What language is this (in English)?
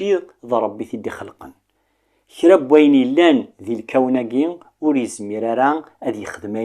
Kabyle